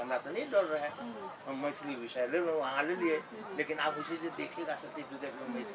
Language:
Maithili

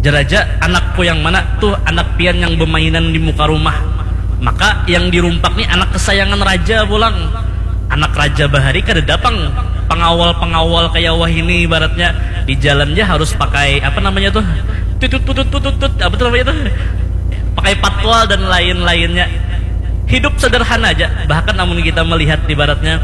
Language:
Banjar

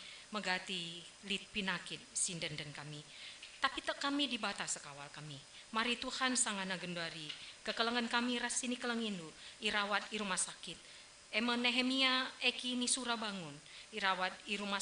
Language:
Batak Karo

